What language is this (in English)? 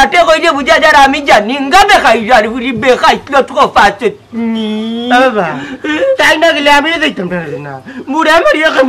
Sylheti